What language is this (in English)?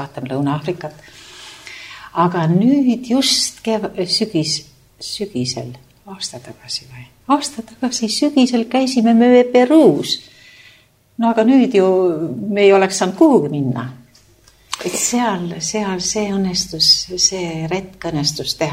Estonian